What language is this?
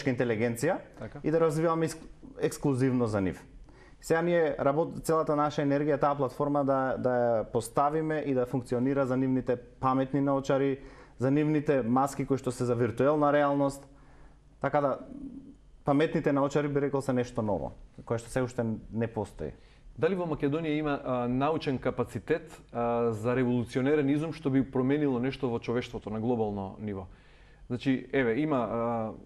Macedonian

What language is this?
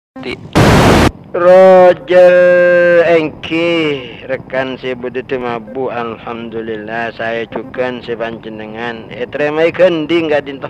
Madurese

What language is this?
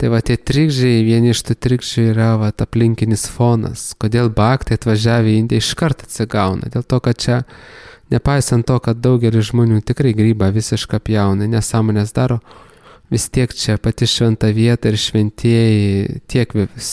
Lithuanian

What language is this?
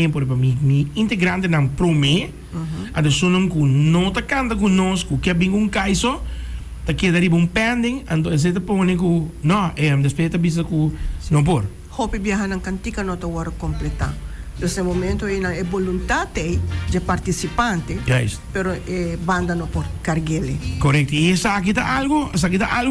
Papiamento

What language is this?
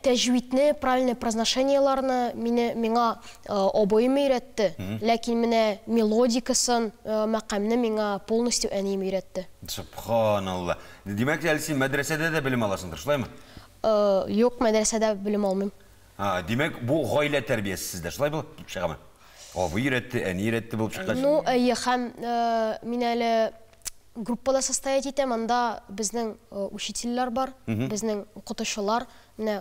Tatar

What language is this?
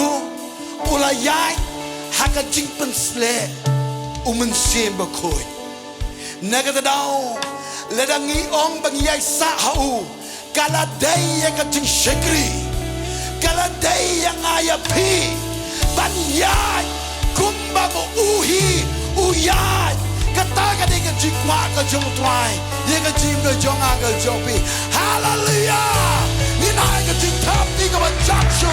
Khasi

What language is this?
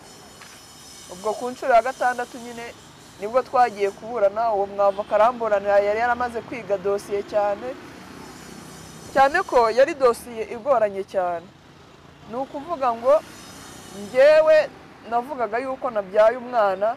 Kinyarwanda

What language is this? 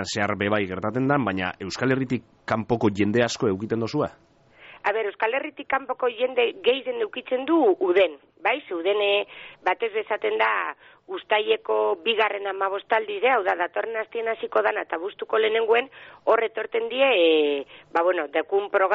Basque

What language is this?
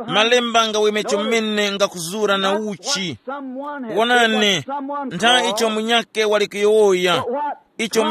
Tumbuka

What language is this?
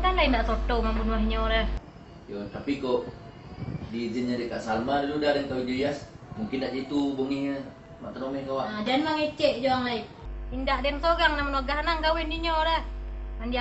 Minangkabau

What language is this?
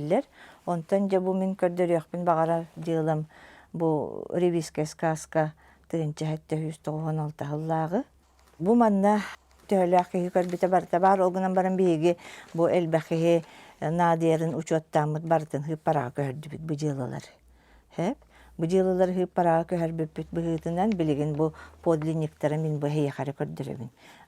Yakut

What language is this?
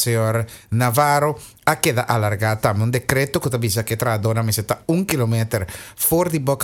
Papiamento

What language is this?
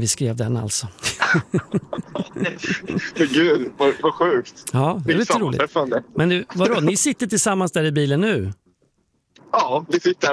Swedish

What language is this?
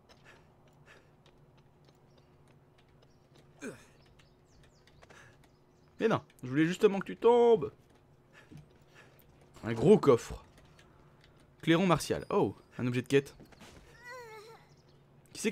French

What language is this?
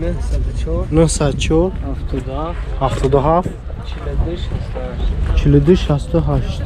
Tajik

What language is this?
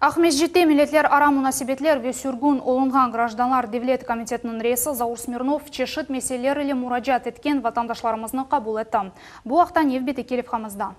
Crimean Tatar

